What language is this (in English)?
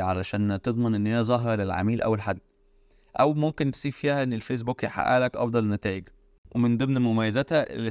Egyptian Arabic